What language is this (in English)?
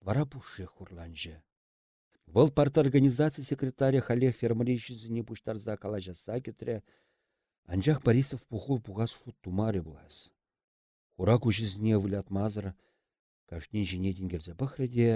Chuvash